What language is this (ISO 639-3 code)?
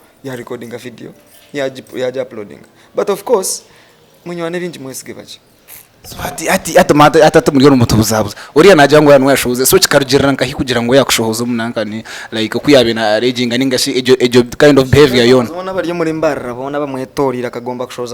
nyn